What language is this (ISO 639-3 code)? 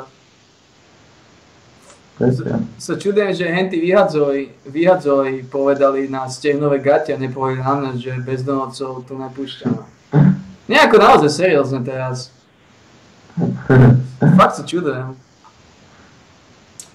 slk